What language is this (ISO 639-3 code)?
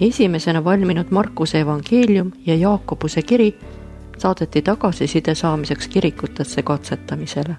est